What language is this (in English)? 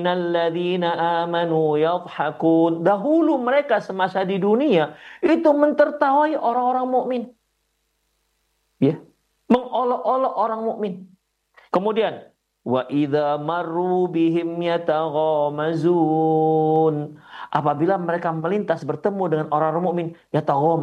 Indonesian